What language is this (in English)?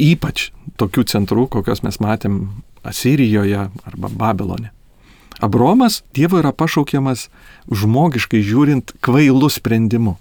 Lithuanian